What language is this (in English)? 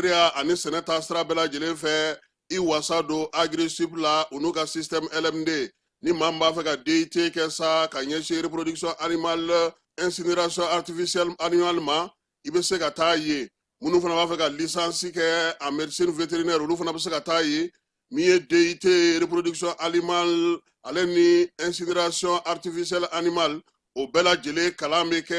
Bambara